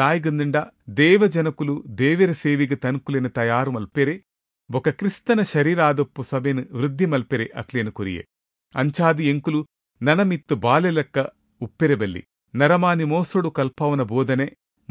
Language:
Tulu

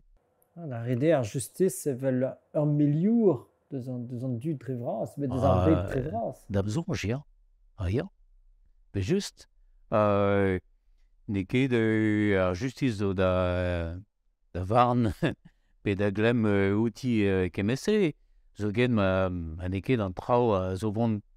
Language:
Breton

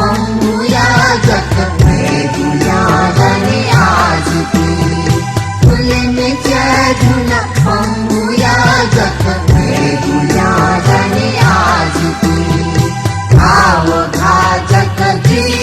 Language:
Newari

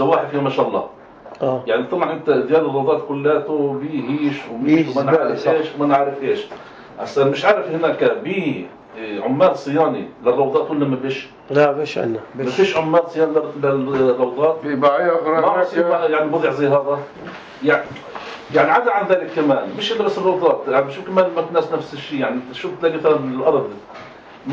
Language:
North Levantine Arabic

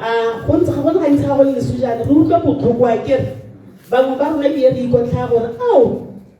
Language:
Tswana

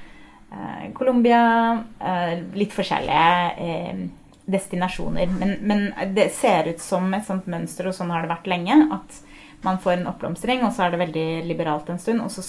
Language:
Norwegian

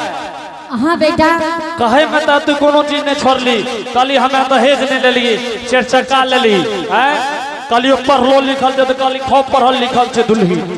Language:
Angika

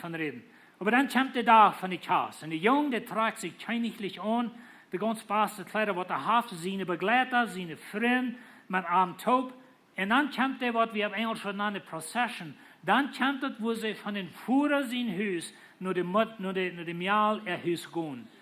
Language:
Plautdietsch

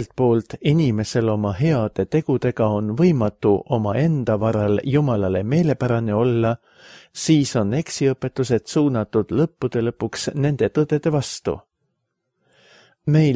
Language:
Estonian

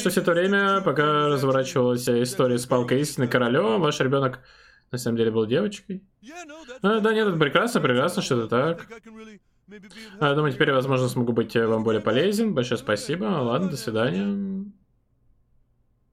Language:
Russian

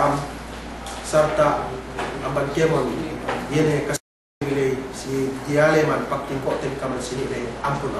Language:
Yakan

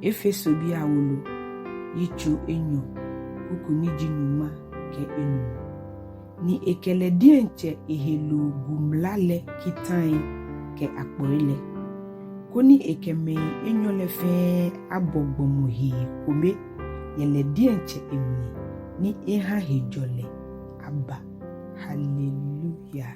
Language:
Ga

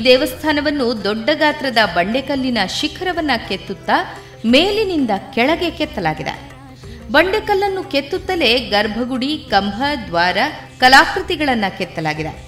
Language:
Kannada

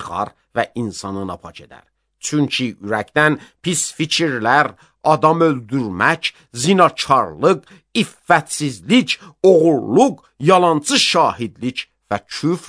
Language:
Azerbaijani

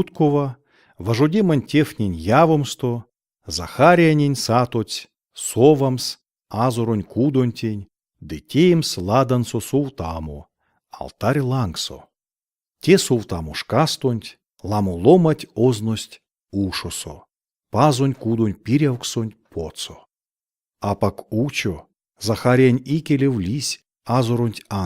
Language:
Erzya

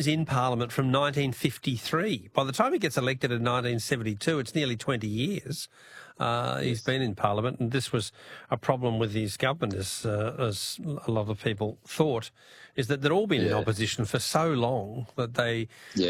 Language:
English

